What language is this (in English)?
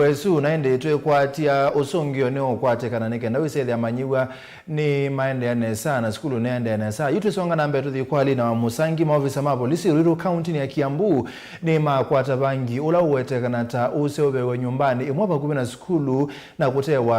Kamba